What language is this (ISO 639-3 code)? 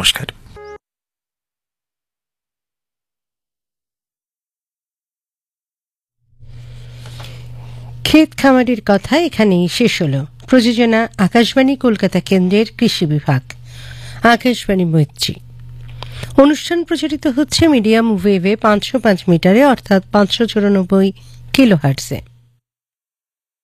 ben